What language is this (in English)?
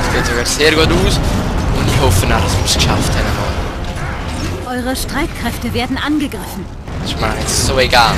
Swiss German